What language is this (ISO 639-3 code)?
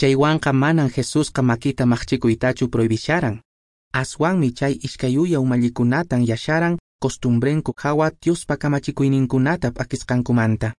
que